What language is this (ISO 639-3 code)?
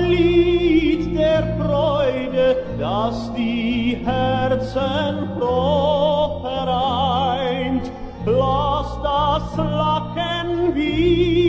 deu